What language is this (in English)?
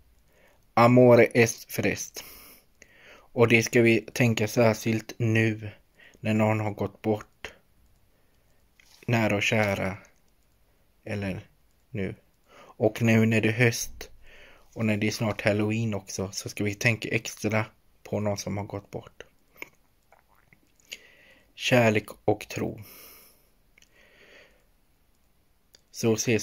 Swedish